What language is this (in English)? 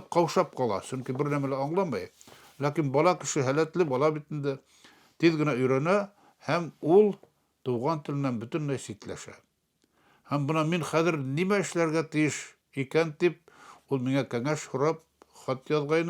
Bashkir